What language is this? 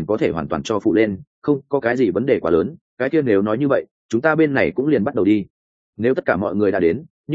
Vietnamese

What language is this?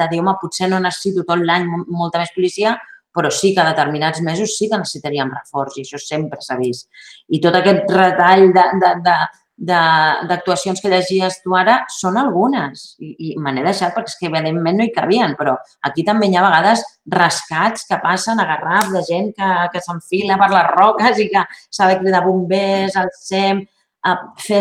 Catalan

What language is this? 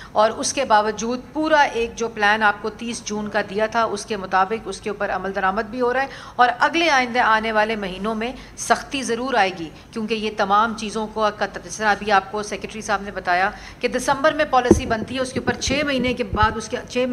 Urdu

